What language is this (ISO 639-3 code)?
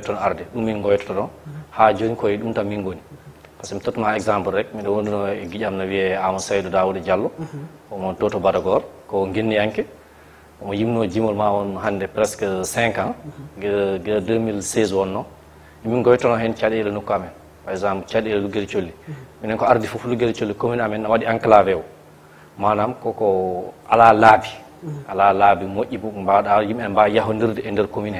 ful